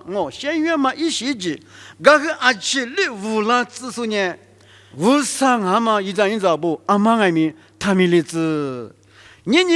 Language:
Lisu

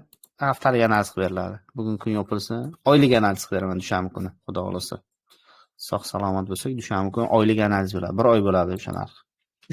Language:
Uzbek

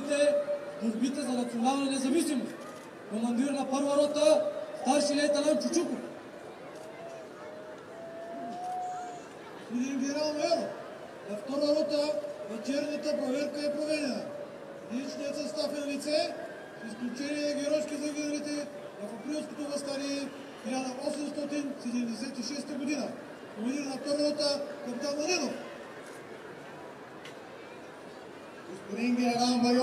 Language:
Bulgarian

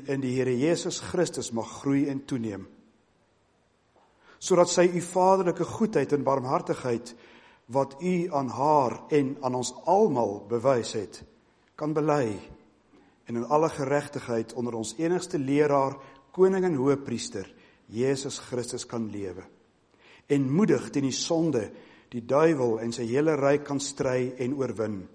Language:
Afrikaans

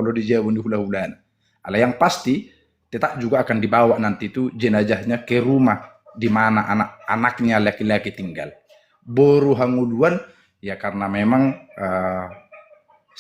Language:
Batak Toba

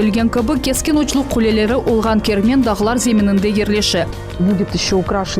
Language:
Crimean Tatar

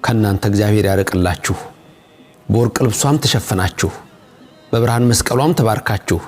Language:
Amharic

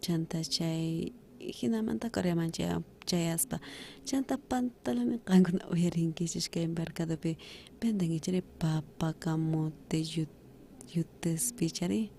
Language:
South Bolivian Quechua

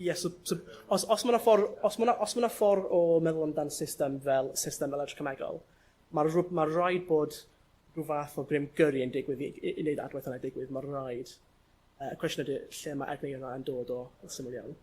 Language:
Welsh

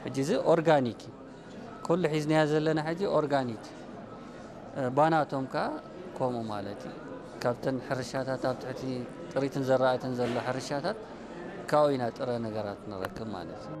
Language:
Tigrinya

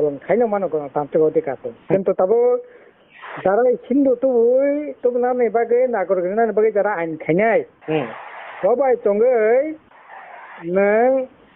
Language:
Kok Borok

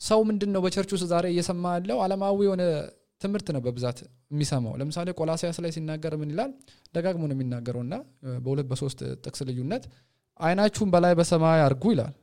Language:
Amharic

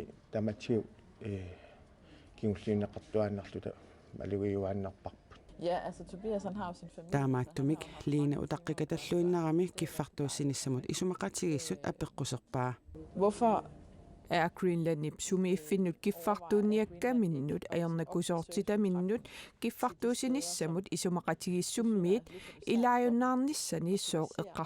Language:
Kalaallisut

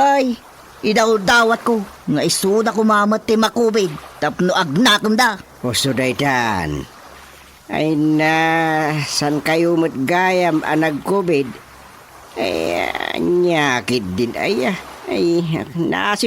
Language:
Iloko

